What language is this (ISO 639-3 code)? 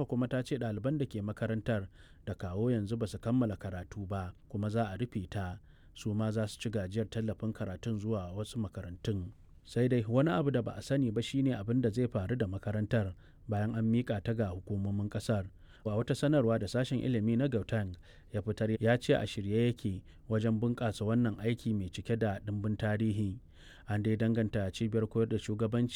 hau